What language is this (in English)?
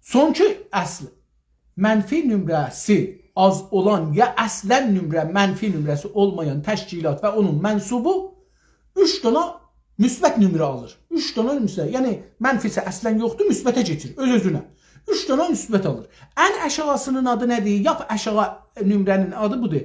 South Azerbaijani